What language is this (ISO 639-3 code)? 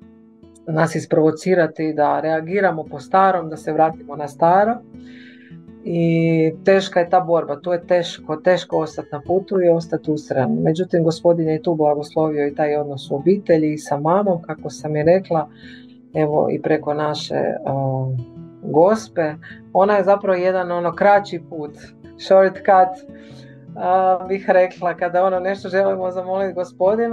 hrv